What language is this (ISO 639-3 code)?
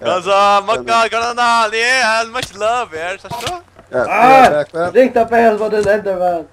fao